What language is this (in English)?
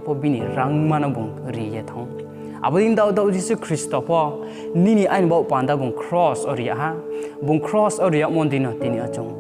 Riang (India)